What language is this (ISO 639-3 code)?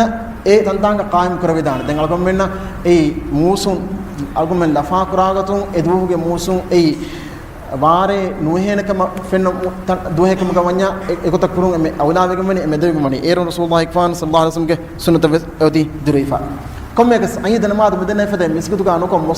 div